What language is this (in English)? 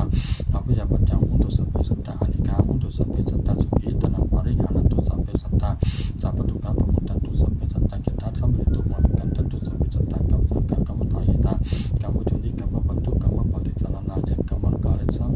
Pali